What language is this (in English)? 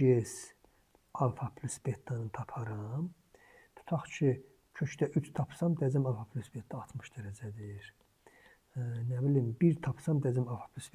Azerbaijani